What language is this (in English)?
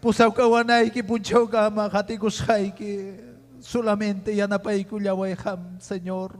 Ayacucho Quechua